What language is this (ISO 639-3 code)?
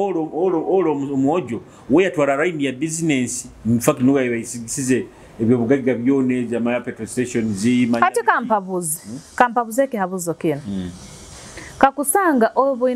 nyo